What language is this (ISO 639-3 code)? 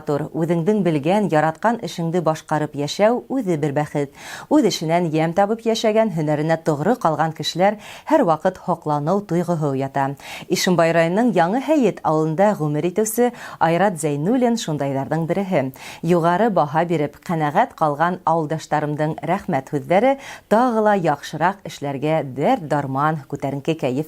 bak